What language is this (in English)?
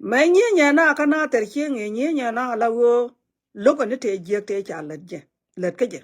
Nuer